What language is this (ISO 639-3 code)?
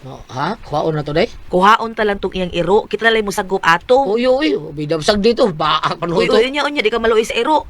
ceb